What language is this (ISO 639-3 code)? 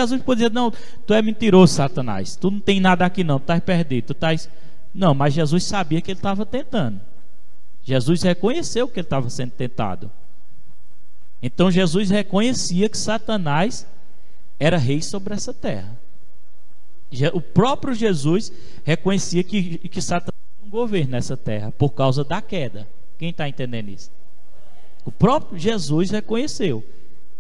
por